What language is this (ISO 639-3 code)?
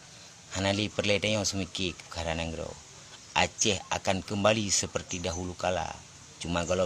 ace